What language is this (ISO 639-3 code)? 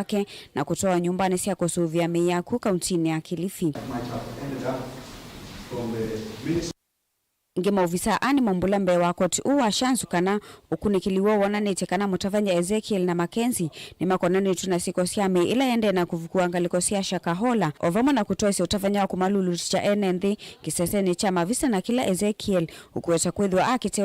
kam